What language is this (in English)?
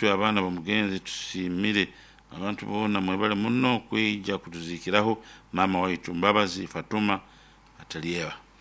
Nyoro